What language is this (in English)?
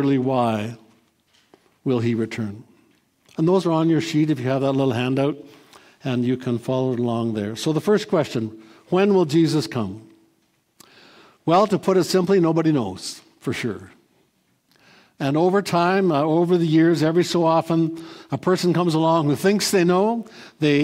English